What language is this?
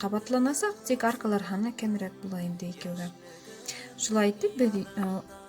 Bashkir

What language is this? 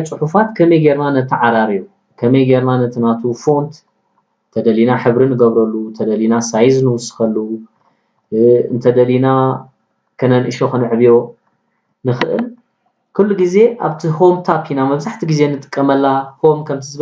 Tigrinya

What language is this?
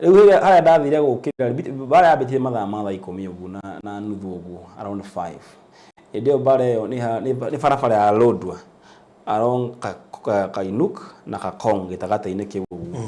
Kikuyu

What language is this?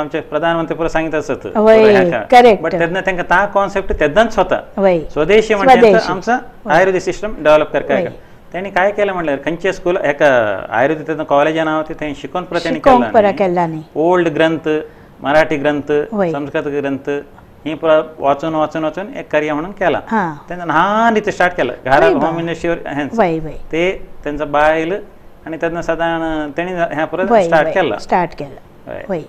Konkani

